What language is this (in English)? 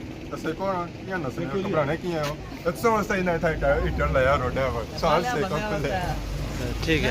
Pahari-Potwari